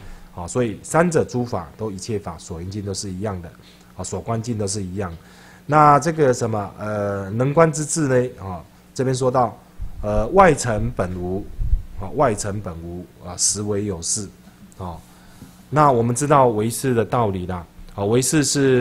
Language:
Chinese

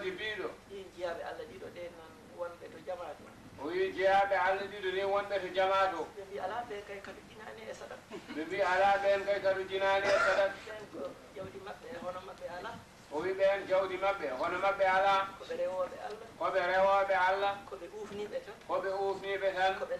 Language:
Fula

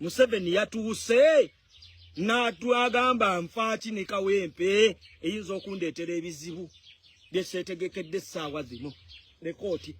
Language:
Ganda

